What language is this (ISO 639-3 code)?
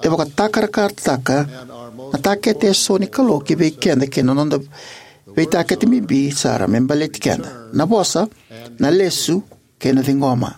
fij